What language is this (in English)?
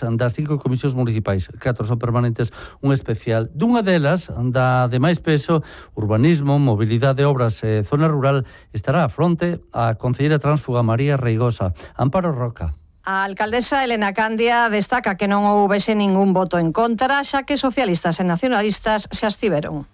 Galician